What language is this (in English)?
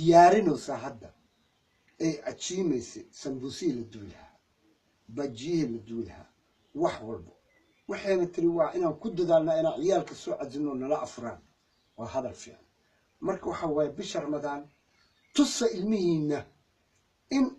Somali